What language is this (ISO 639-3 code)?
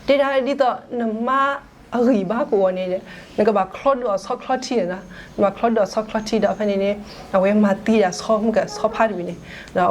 ksw